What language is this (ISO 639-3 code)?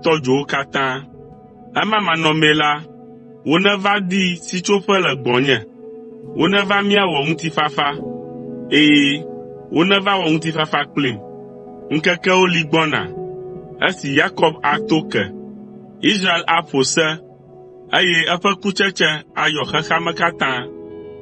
ewe